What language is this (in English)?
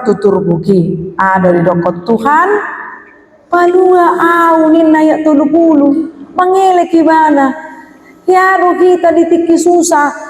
Batak Toba